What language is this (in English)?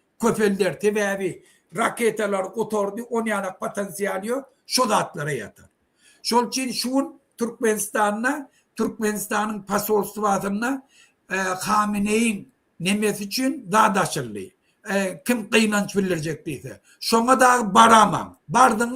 Turkmen